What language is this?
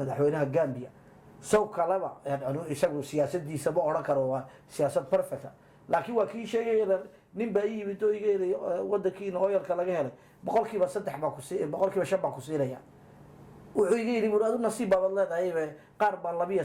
Somali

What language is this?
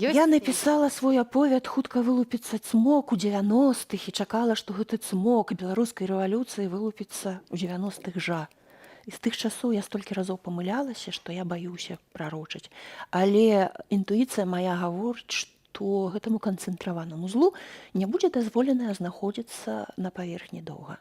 Belarusian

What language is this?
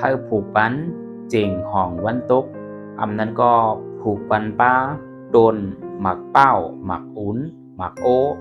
Shan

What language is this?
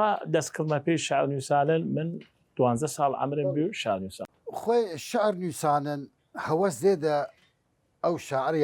Southern Kurdish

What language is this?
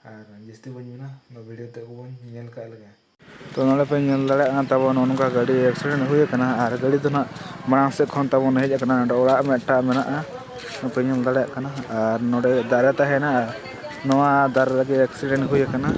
Santali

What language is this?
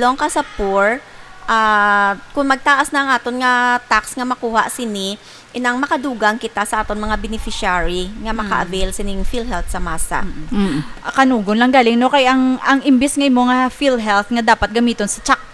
Hiligaynon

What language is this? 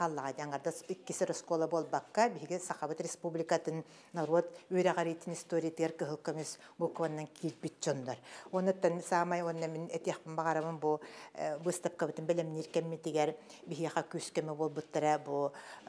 Yakut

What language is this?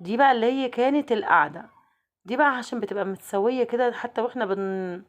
Egyptian Arabic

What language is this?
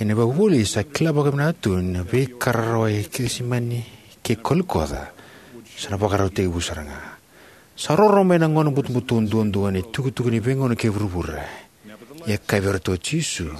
Fijian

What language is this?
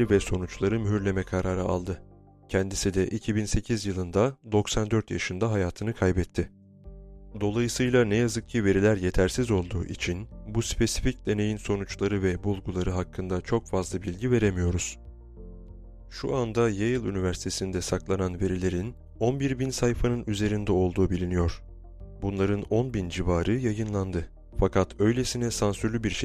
Turkish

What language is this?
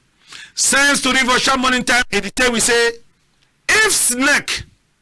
Cameroon Pidgin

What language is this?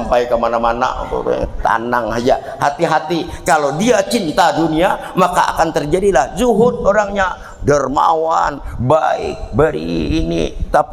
Banjar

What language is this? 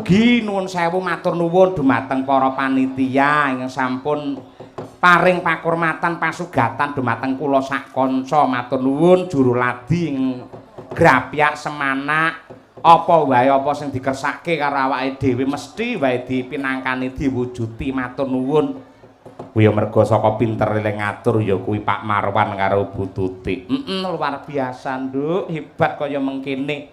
Javanese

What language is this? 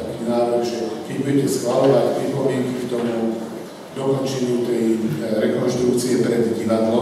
Slovak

